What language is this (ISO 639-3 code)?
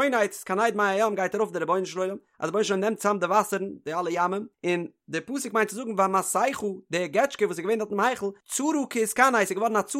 yid